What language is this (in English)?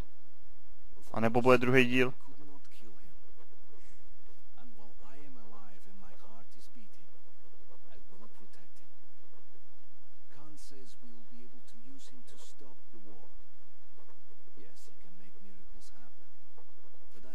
Czech